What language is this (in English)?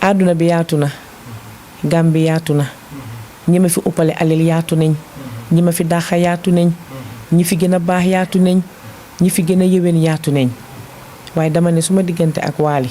Wolof